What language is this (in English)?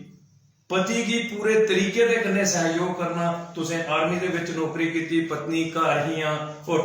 Dogri